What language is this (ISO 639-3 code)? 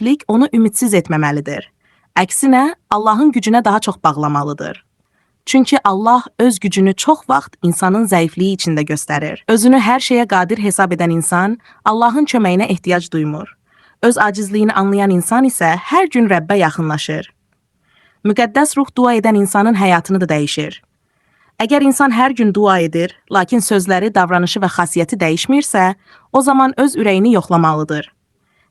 aze